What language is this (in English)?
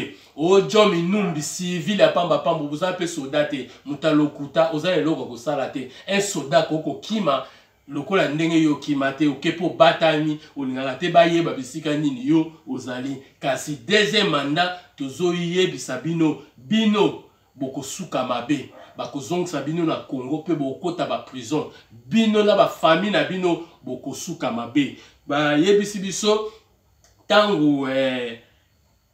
Lingala